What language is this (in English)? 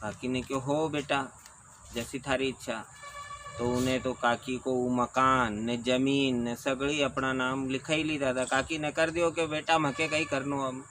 Rajasthani